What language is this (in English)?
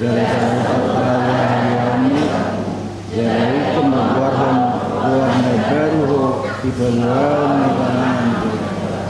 Batak Toba